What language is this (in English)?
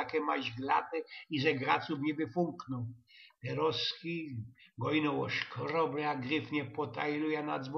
Silesian